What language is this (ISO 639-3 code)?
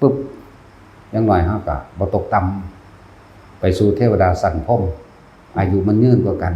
tts